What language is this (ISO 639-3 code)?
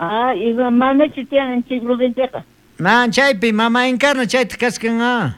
quh